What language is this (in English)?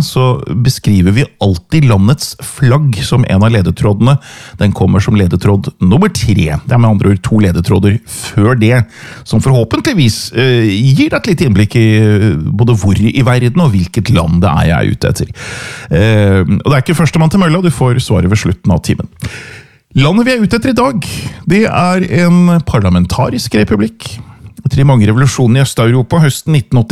Norwegian